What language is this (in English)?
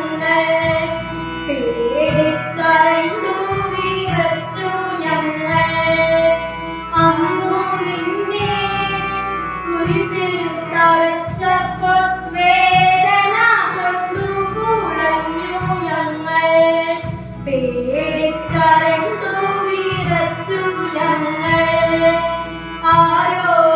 Malayalam